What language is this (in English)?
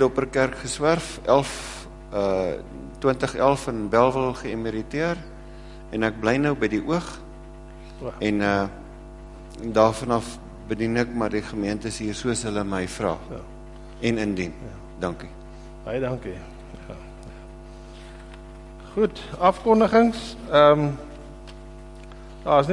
Afrikaans